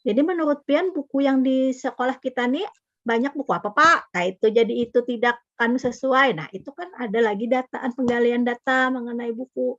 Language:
Banjar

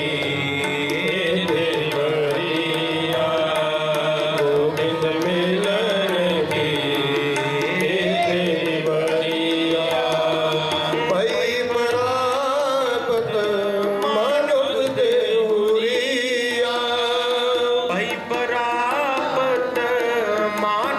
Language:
Punjabi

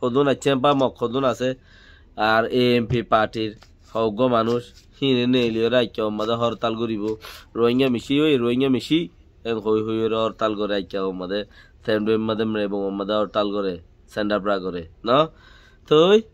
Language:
Rohingya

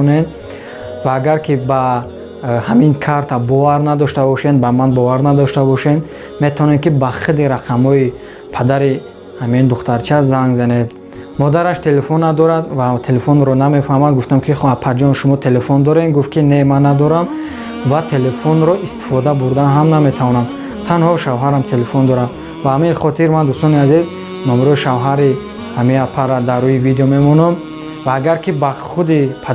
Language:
Tajik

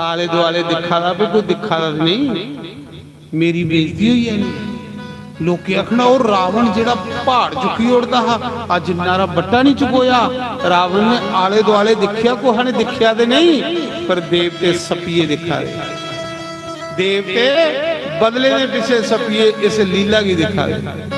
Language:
Dogri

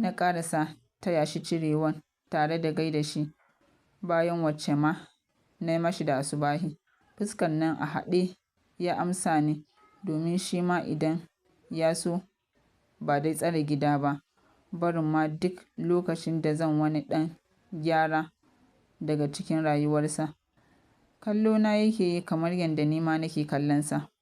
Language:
Hausa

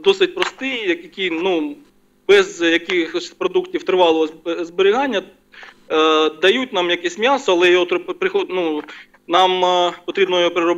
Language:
Ukrainian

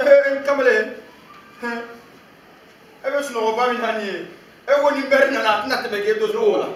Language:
Bambara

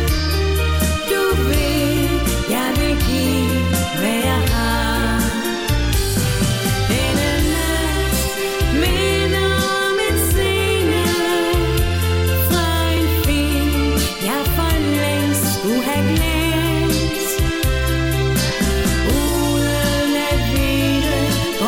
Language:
Danish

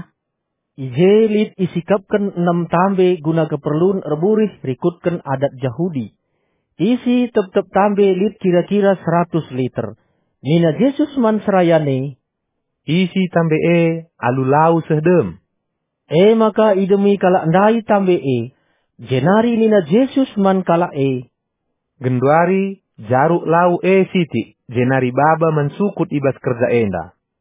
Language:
Batak Karo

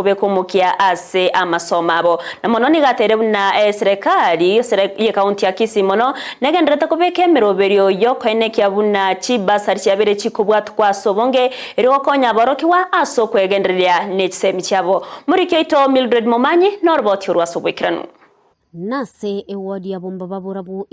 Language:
Gusii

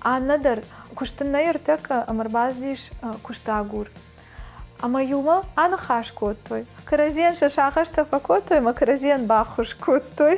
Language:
Ossetic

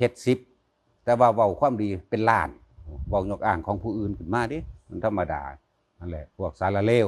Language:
Lao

